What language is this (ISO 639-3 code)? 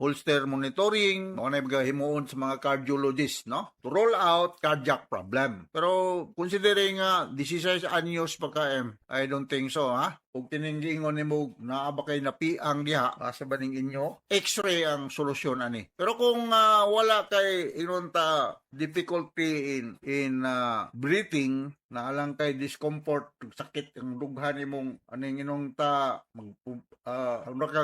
ceb